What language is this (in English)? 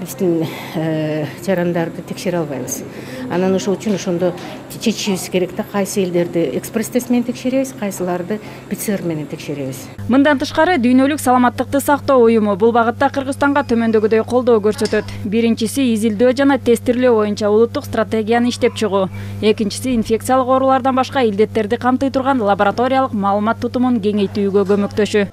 Kyrgyz